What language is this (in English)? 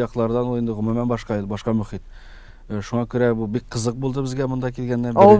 Tatar